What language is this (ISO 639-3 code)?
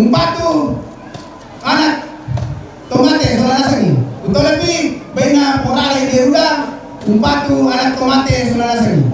sda